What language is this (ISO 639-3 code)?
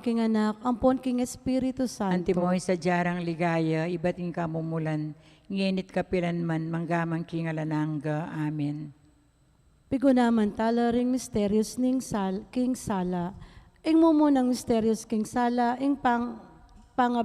pam